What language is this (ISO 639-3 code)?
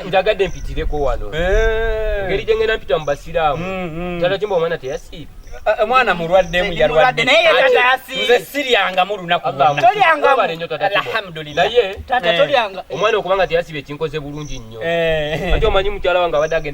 lug